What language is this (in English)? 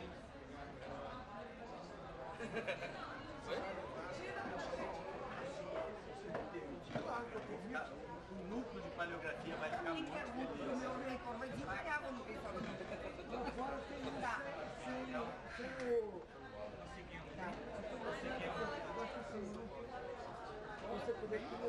Portuguese